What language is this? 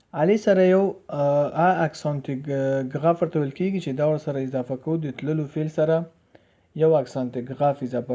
Pashto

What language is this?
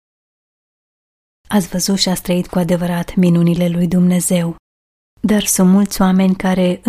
Romanian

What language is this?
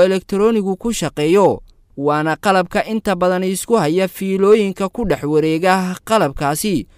Somali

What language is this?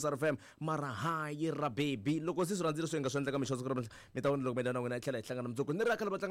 Tsonga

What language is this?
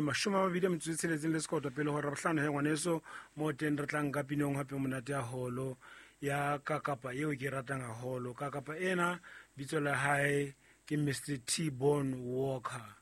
Southern Sotho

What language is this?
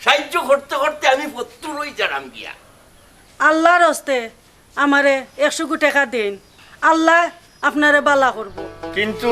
Sylheti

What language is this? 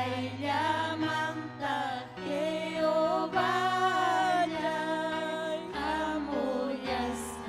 Ayacucho Quechua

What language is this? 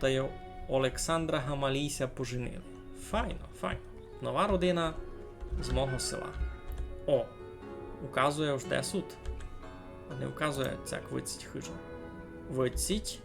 Rusyn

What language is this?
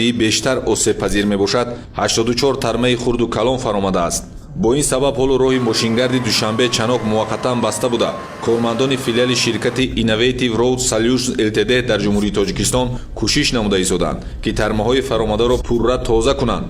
Tajik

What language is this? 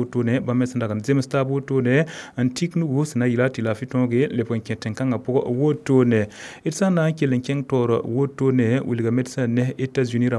Mossi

